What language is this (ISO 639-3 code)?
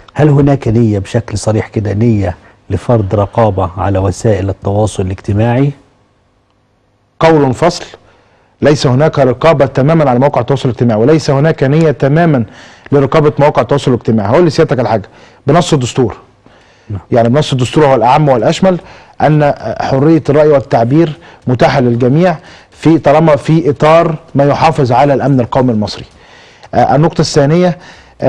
arz